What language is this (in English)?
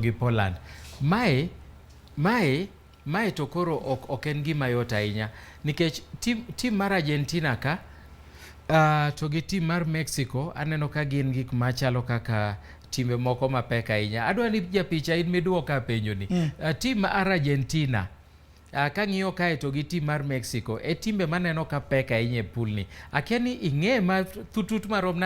Luo (Kenya and Tanzania)